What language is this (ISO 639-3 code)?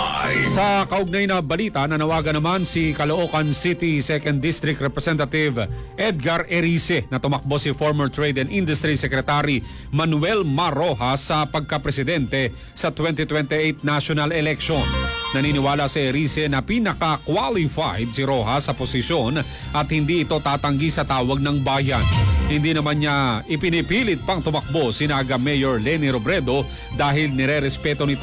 fil